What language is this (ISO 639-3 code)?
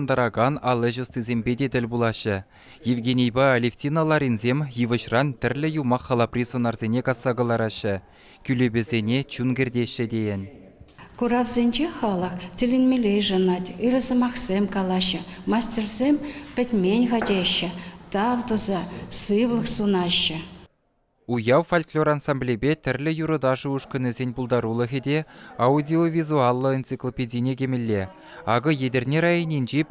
chv